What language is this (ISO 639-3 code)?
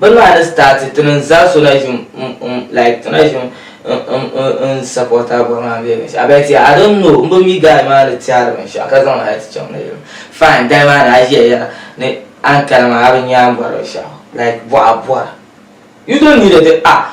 dag